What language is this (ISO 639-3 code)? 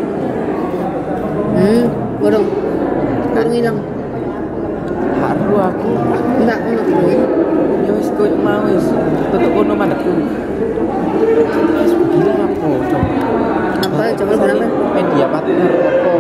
ind